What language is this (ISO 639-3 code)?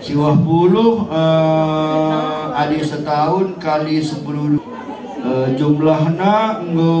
btx